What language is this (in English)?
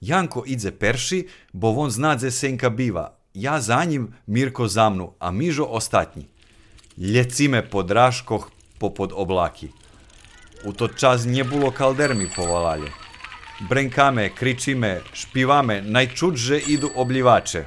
Rusyn